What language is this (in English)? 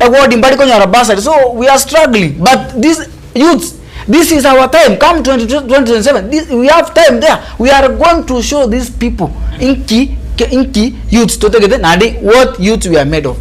Gusii